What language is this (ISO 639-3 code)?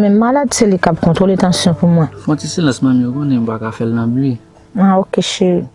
hat